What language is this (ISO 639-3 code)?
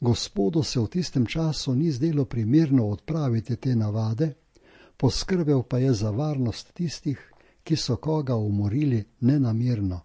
slv